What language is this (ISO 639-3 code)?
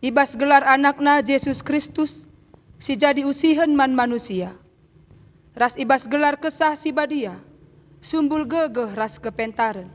btx